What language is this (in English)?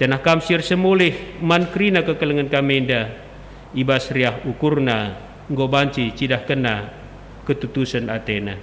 Batak Karo